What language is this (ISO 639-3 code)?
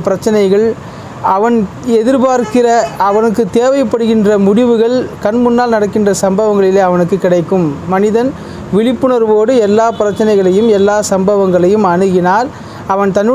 tam